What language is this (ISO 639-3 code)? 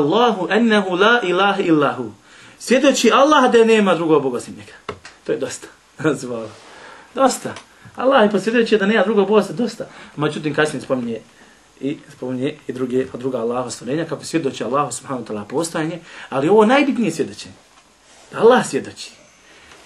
bos